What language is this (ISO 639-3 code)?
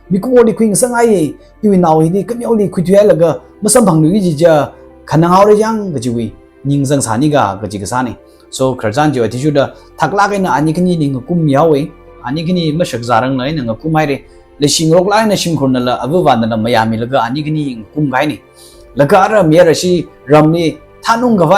nmf